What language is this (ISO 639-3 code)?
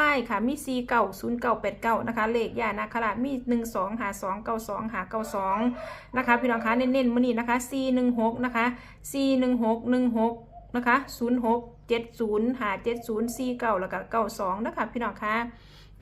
tts